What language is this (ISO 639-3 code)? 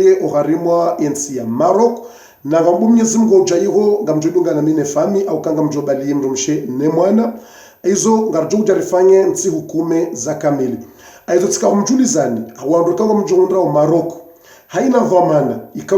zdj